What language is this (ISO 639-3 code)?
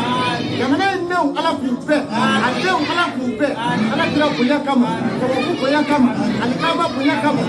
bam